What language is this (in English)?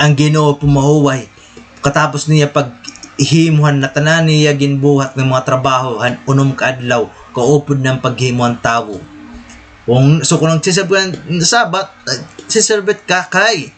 Waray